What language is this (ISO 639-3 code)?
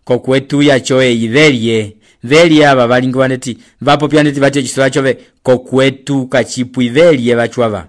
umb